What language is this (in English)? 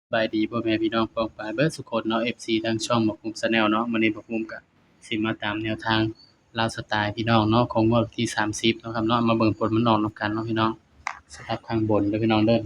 Northeastern Thai